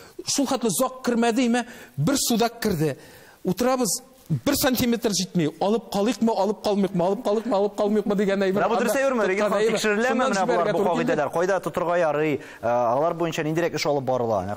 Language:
Tatar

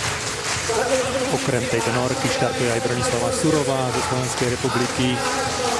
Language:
Slovak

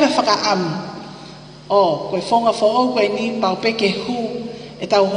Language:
Tongan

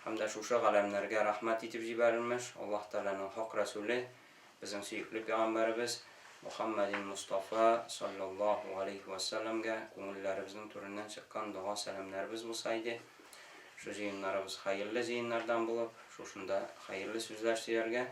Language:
Tatar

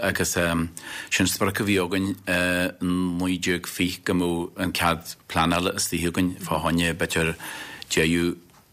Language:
Irish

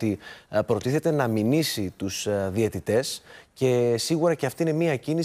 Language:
Greek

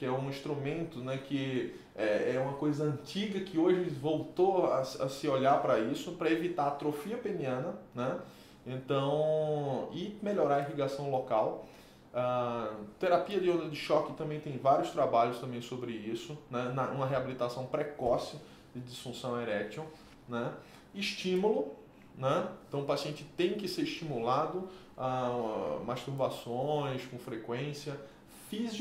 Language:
Portuguese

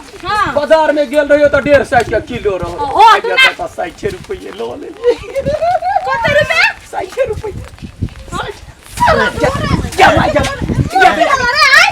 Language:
Maithili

